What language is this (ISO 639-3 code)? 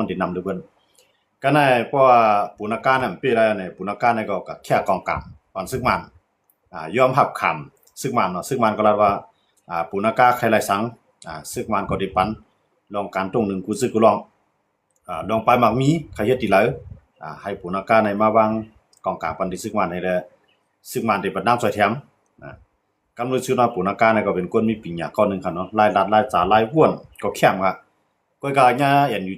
shn